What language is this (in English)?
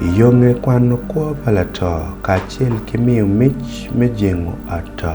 Acoli